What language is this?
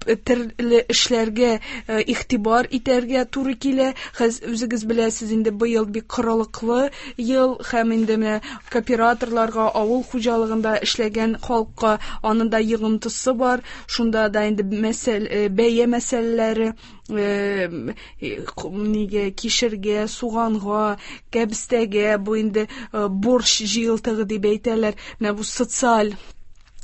Tatar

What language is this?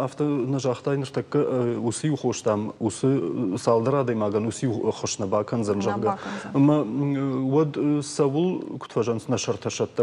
Ossetic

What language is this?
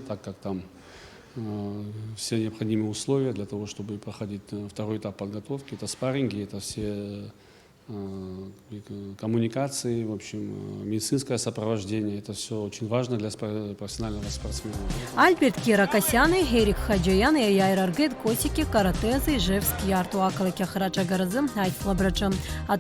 Abkhazian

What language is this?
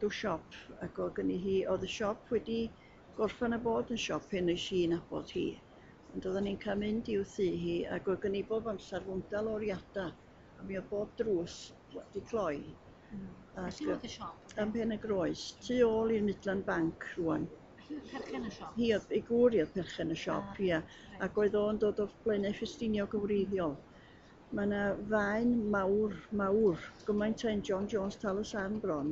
Welsh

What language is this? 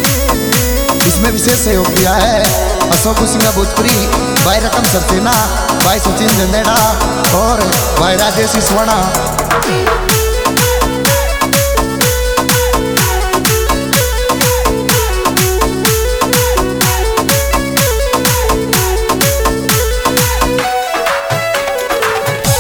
Hindi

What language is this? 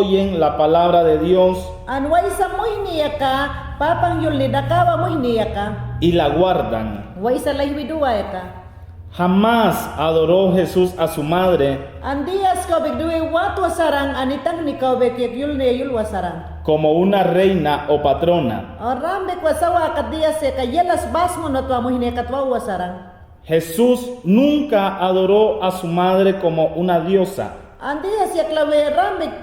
Mayangna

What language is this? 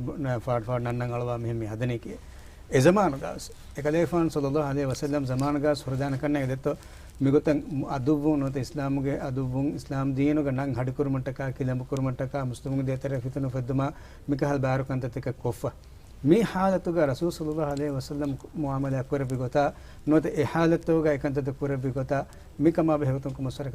Divehi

